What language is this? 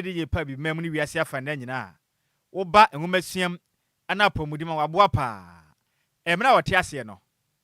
Akan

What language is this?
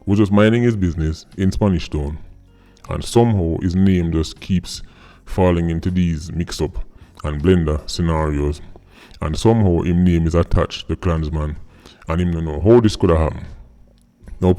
Jamaican Creole English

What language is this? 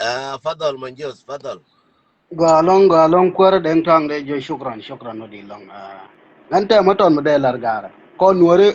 Nuer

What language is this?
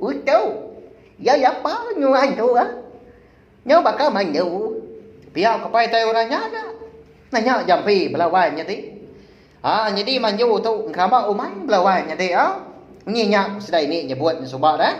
Iban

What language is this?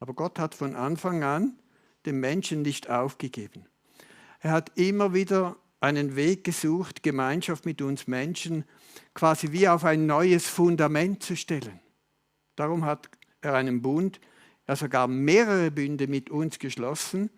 Swiss German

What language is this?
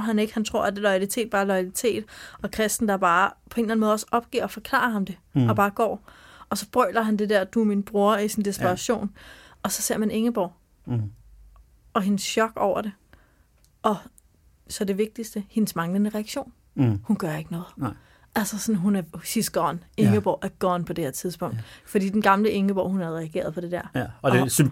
Danish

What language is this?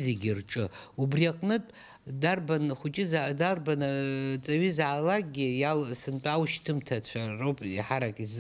Abkhazian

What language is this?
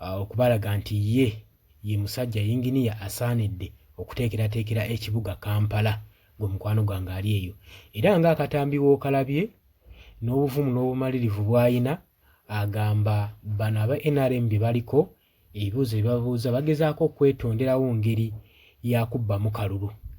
Ganda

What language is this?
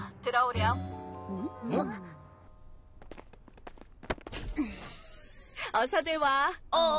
Korean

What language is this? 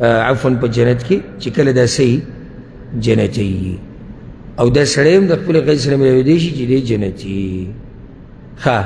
Pashto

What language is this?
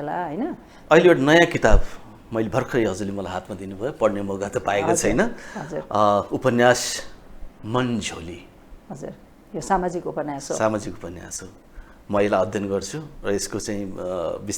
Nepali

